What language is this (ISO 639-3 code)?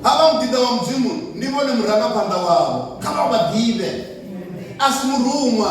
ven